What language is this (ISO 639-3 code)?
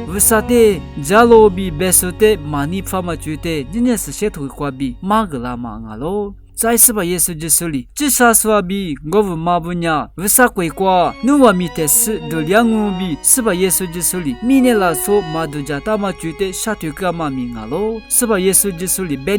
lis